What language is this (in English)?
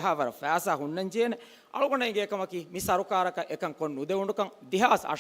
Divehi